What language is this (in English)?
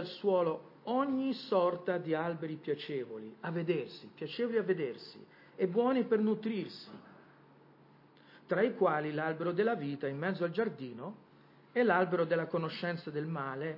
Italian